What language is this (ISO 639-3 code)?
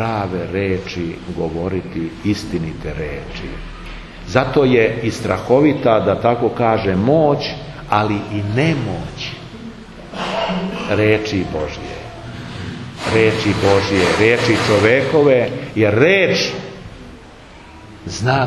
srp